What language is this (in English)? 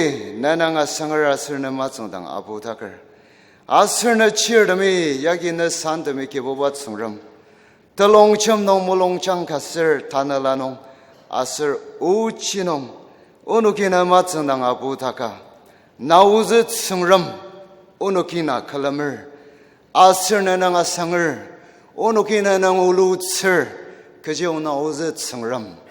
Ao Naga